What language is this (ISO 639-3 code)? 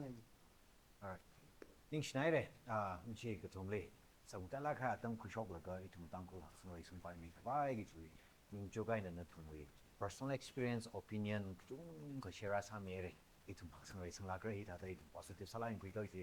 nmf